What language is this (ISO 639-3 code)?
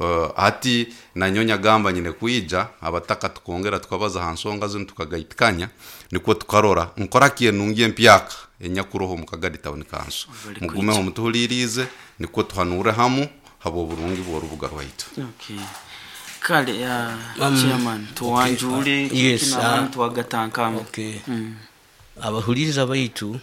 nyo